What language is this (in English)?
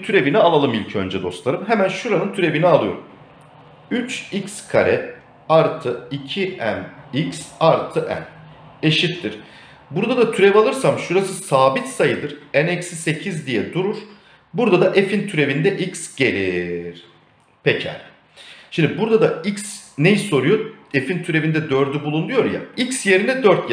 Turkish